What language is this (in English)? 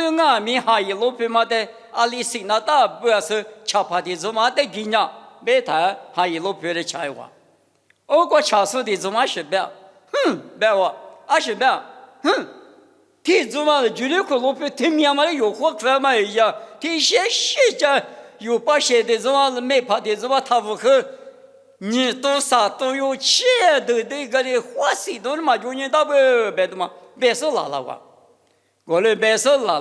Lisu